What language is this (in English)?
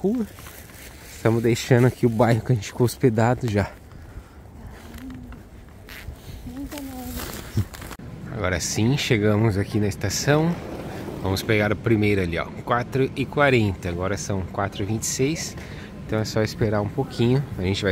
Portuguese